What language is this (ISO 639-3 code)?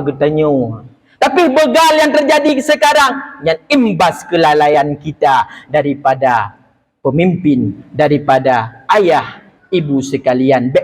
ace